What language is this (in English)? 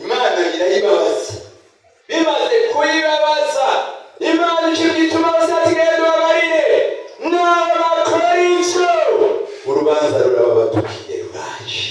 Rundi